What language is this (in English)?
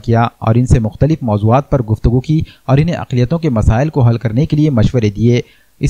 Urdu